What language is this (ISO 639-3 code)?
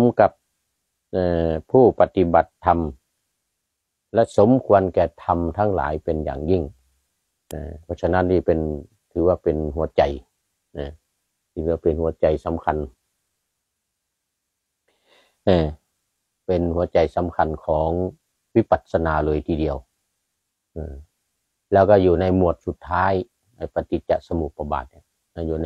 tha